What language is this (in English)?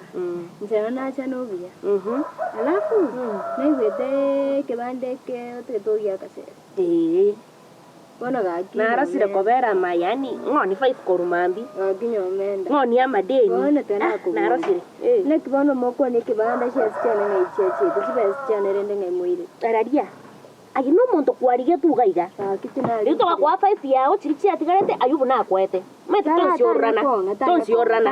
Gusii